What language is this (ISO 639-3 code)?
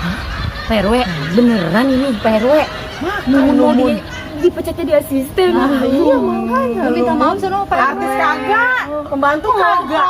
bew